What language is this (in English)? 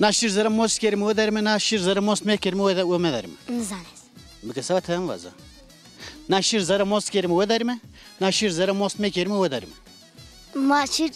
Zaza